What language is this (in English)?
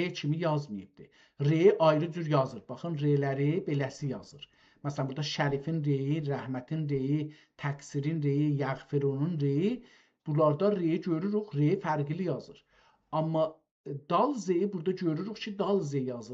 South Azerbaijani